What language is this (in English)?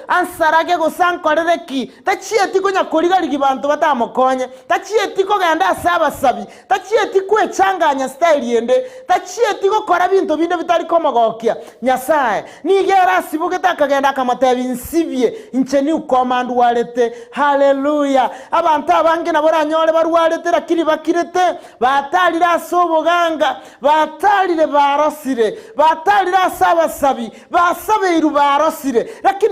Gusii